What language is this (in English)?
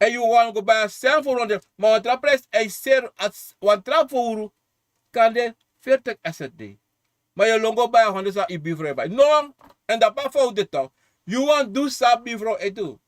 Sranan Tongo